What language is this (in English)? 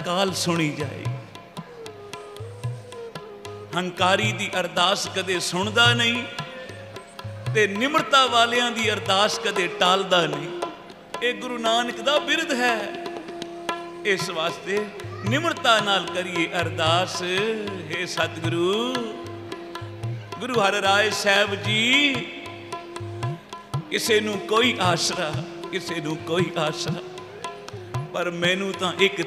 Punjabi